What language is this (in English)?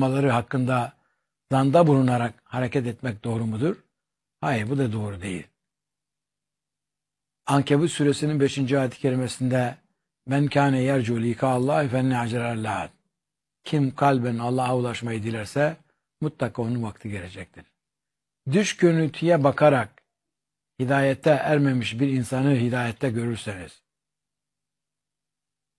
Turkish